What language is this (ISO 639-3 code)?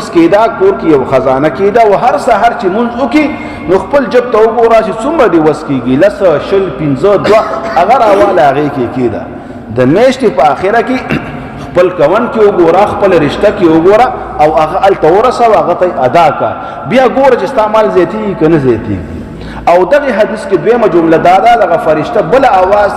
pus